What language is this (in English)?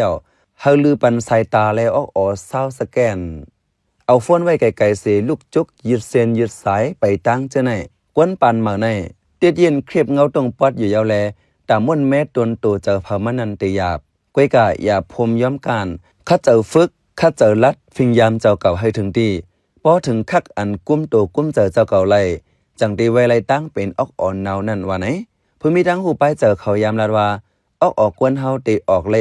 Shan